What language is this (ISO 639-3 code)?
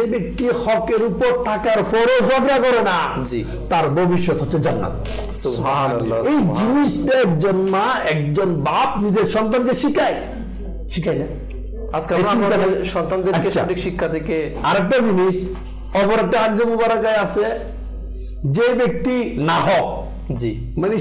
ben